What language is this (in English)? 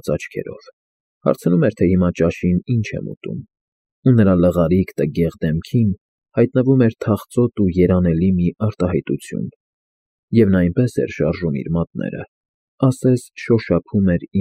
Armenian